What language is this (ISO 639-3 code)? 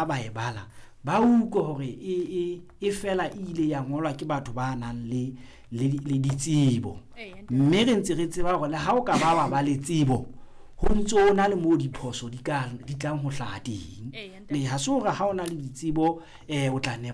sot